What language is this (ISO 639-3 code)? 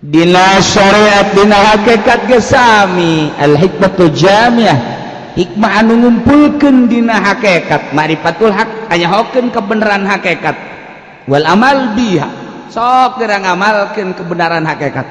sun